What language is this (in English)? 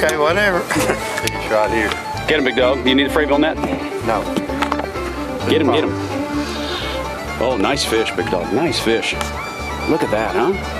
English